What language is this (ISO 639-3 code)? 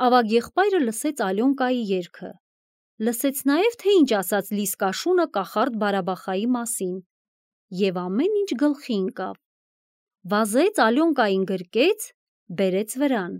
hye